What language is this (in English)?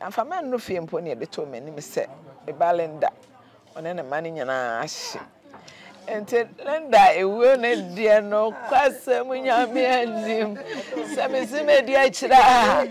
Akan